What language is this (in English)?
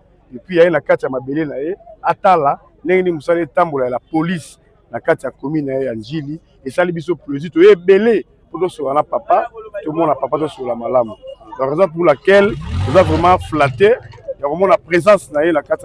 Lingala